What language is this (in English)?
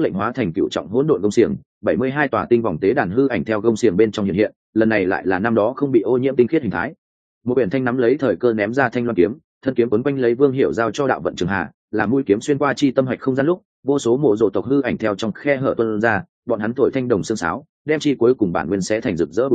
Vietnamese